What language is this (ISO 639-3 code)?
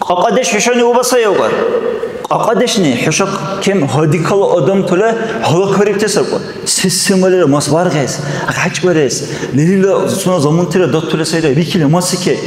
dar